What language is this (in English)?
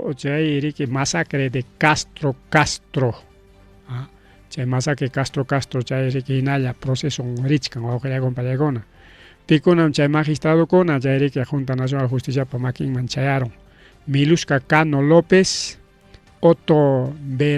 Ayacucho Quechua